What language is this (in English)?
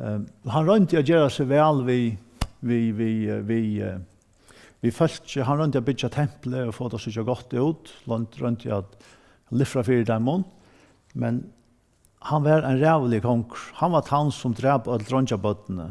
Faroese